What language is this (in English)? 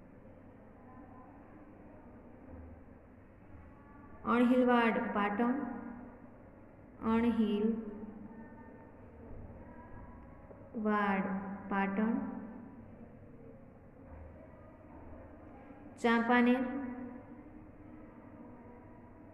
Gujarati